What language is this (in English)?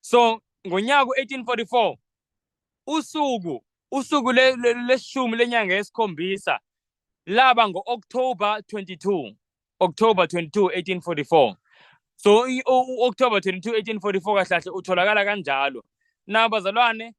Zulu